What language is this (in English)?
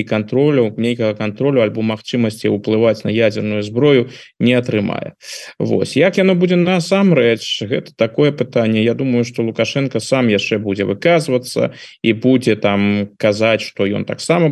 Belarusian